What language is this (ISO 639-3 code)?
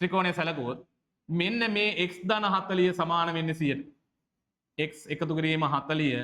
sin